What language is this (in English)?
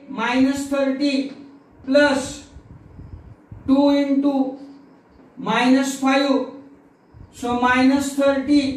Marathi